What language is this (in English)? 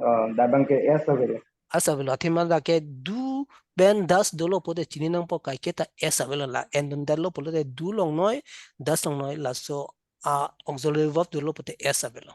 Karbi